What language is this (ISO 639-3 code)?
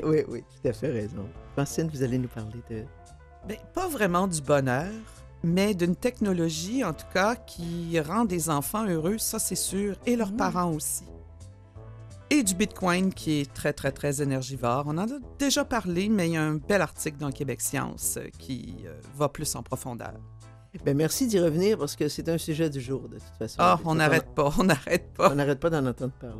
fra